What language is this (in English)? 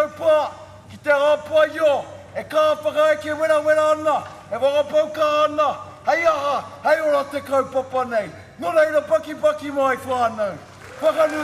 Māori